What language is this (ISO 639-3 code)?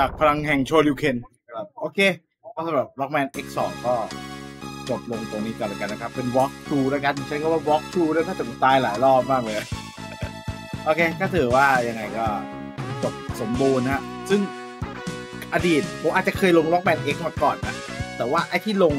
tha